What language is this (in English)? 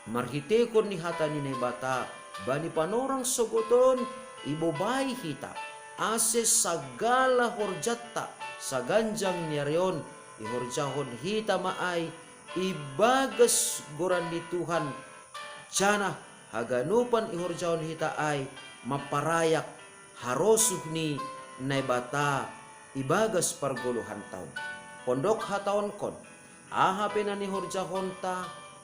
Batak Simalungun